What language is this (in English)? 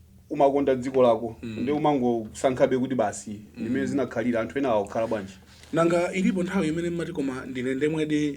Nyanja